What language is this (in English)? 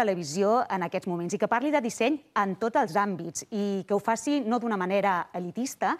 Catalan